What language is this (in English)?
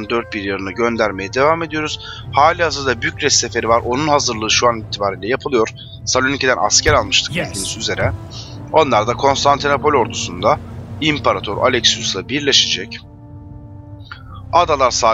Turkish